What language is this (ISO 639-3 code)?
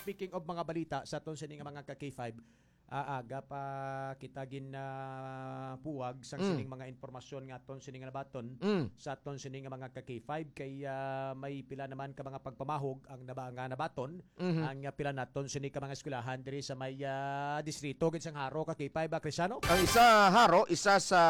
hil